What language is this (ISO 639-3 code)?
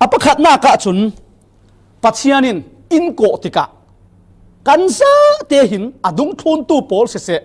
cfm